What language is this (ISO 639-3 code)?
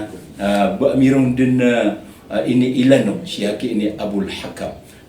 mrw